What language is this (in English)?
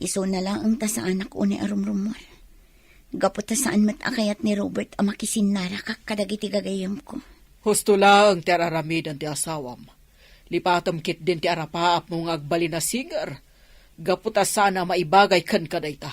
Iloko